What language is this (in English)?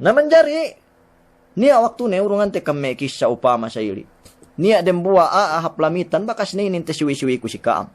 Yakan